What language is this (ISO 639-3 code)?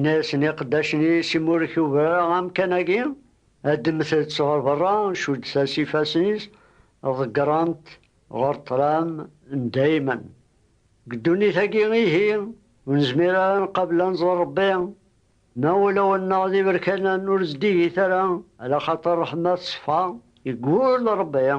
kab